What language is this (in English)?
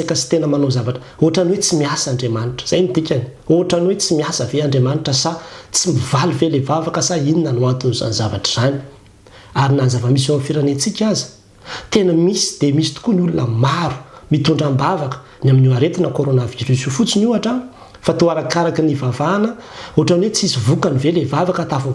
Malagasy